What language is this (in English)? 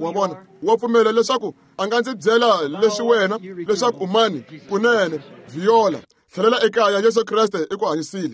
Tsonga